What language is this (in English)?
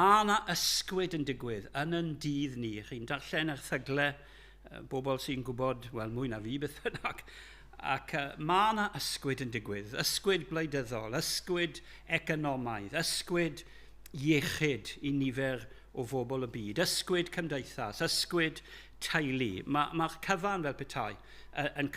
Welsh